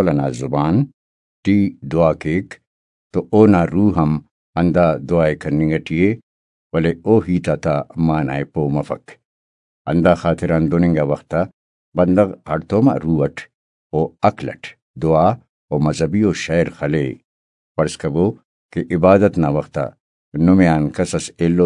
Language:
Brahui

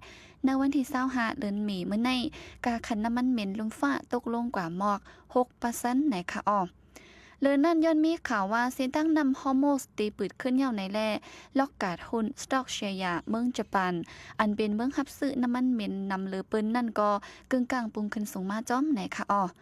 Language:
Shan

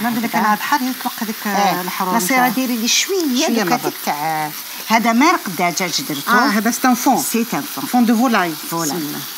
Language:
Algerian Arabic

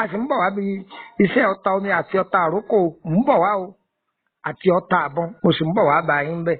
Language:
Yoruba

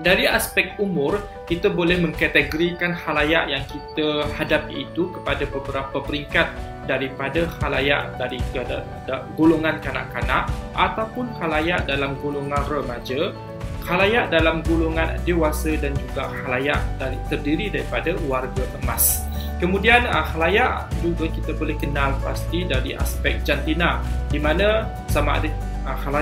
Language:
Malay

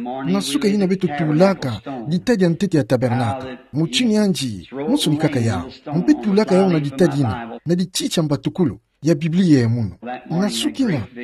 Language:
Kituba (Democratic Republic of Congo)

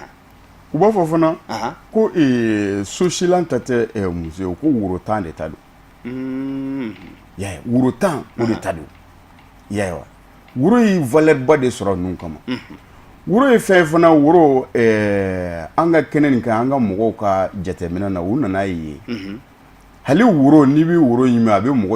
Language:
Bambara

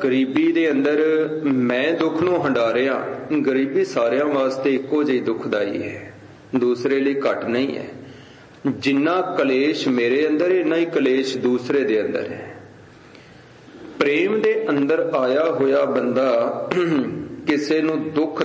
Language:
Punjabi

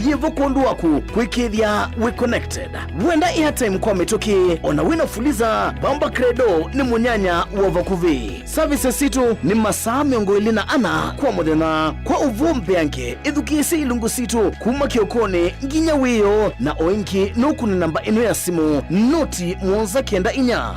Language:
Kamba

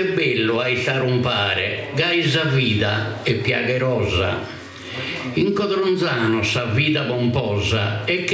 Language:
Sardinian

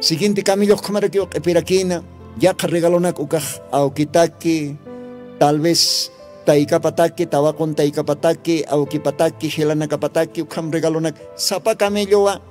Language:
Aymara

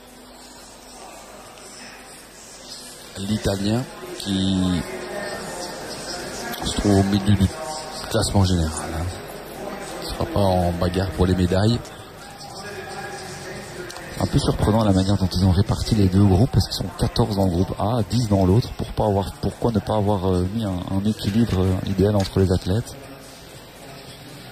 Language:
French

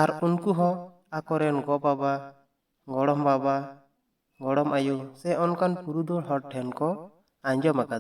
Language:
Santali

